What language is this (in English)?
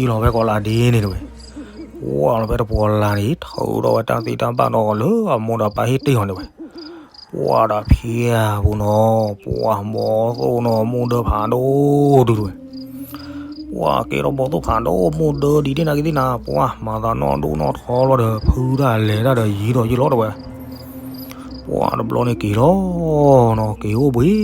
S'gaw Karen